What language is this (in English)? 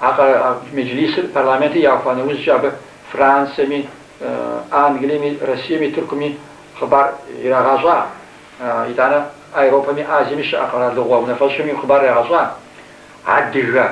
Kabardian